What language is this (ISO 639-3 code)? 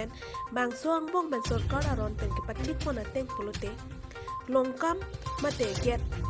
mjw